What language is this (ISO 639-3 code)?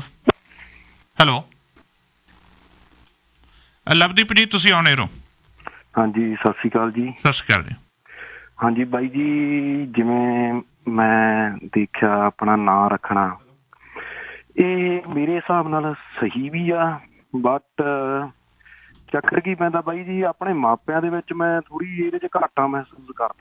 pan